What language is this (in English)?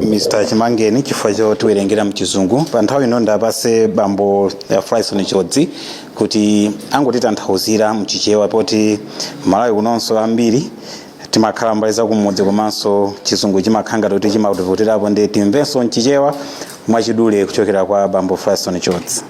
Nyanja